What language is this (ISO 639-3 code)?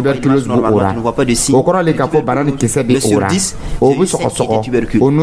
dyu